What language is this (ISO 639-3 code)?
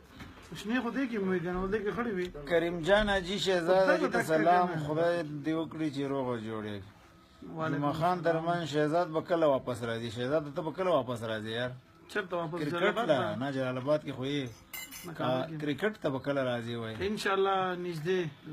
pus